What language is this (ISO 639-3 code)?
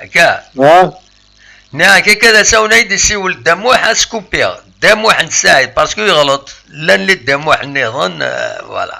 kab